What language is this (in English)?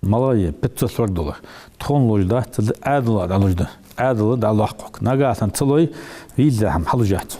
Ingush